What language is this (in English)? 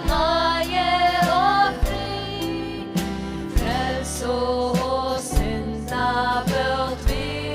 Faroese